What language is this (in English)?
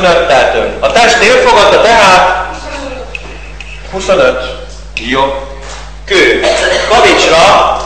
Hungarian